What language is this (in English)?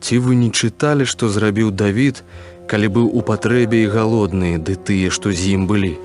Belarusian